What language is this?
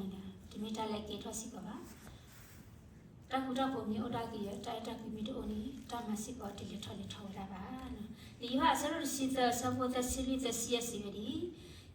S'gaw Karen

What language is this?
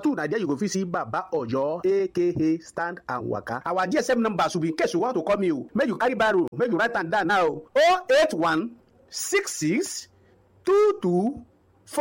Nigerian Pidgin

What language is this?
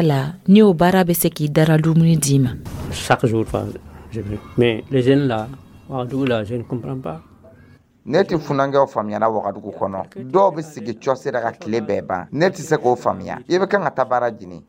Dyula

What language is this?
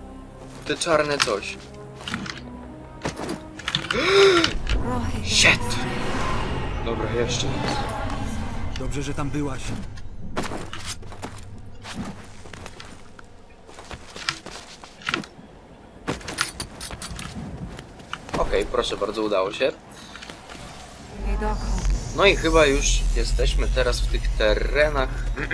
Polish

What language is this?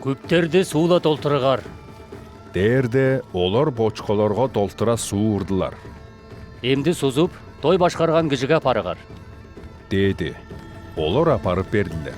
Southern Altai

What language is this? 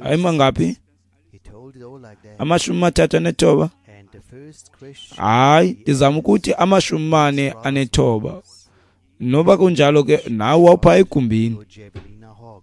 Xhosa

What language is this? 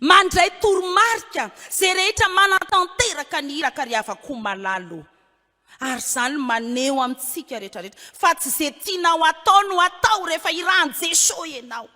Malagasy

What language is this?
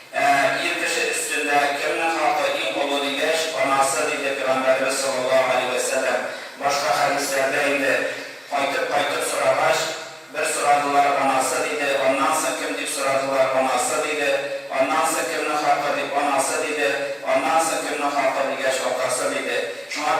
Tatar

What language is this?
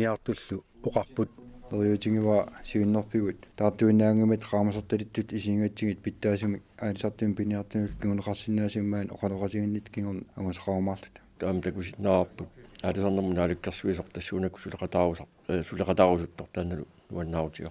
Kalaallisut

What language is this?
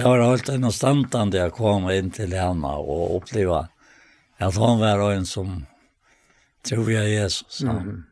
Faroese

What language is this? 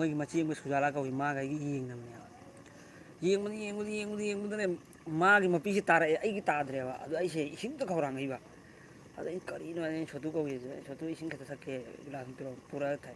Manipuri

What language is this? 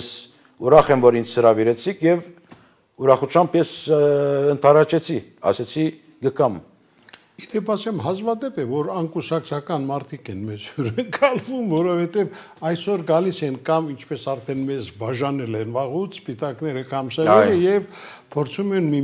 Armenian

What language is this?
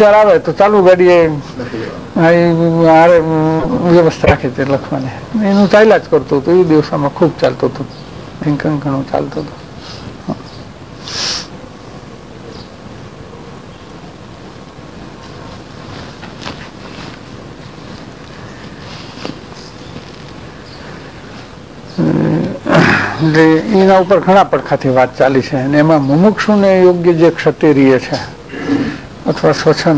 Gujarati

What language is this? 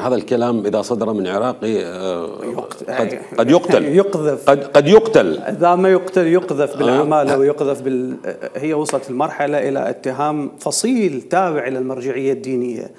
Mesopotamian Arabic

